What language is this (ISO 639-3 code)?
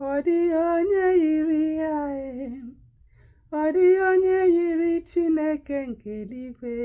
ibo